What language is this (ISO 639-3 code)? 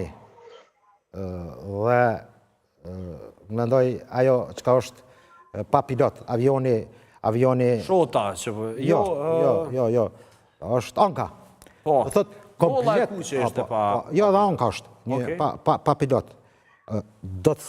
sqi